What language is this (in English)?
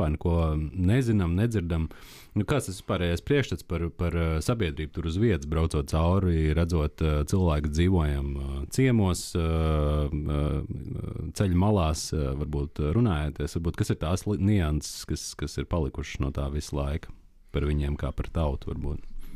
Latvian